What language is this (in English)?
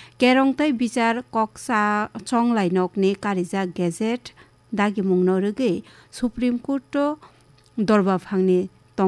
Kok Borok